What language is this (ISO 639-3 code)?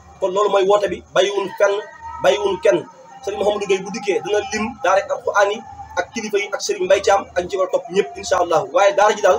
wol